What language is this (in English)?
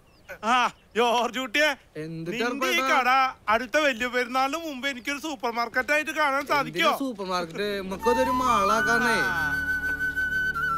Malayalam